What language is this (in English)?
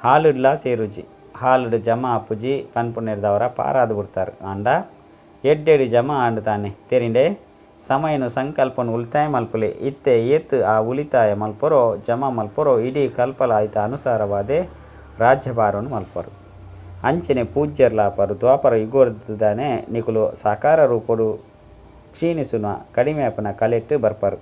Tulu